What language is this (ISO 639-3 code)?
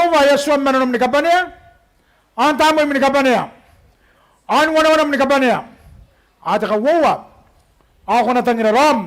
gil